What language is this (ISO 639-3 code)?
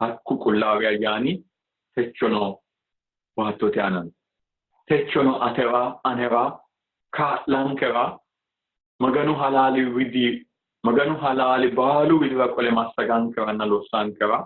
sid